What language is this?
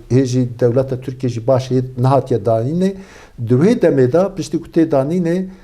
Kurdish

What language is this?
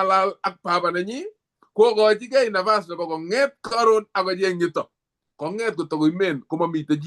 Kalenjin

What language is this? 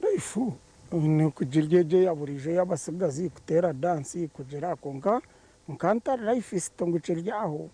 Nyankole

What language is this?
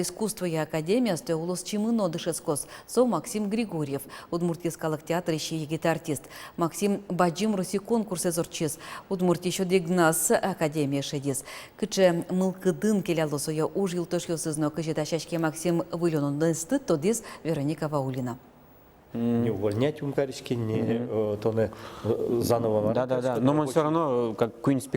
Udmurt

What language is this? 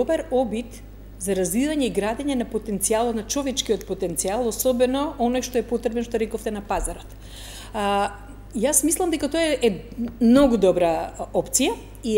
Macedonian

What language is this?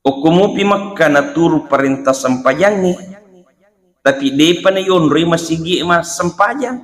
Buginese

